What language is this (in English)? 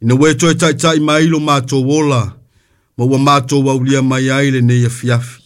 Samoan